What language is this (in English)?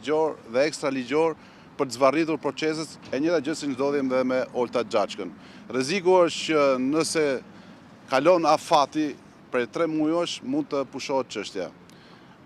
Albanian